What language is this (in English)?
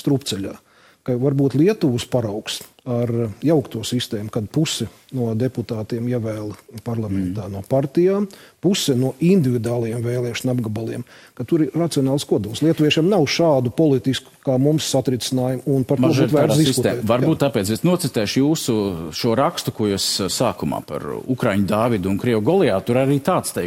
Latvian